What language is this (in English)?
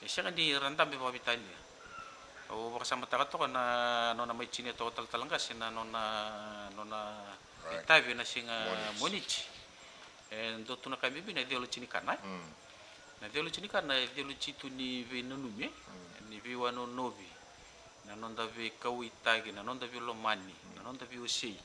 Fijian